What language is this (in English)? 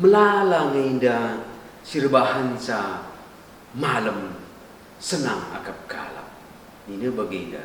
Batak Karo